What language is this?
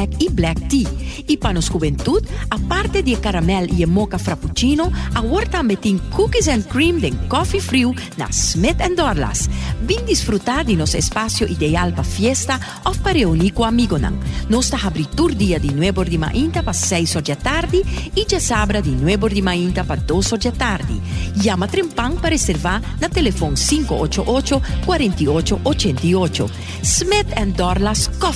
Papiamento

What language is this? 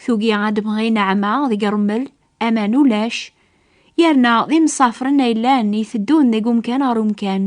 Kabyle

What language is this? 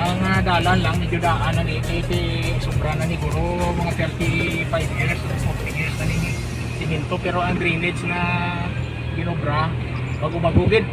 Hiligaynon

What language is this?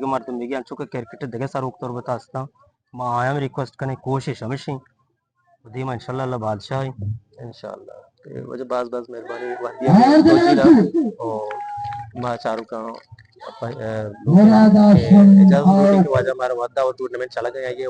Eastern Balochi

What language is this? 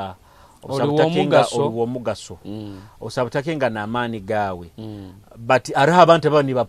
Nyoro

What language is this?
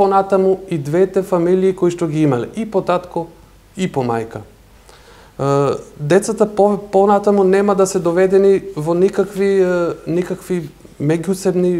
Macedonian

